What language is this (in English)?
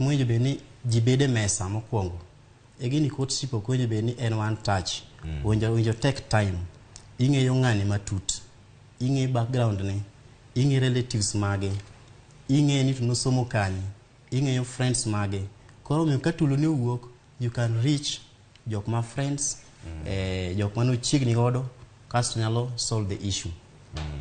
Luo (Kenya and Tanzania)